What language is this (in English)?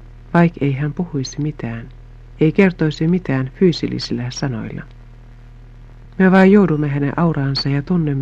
Finnish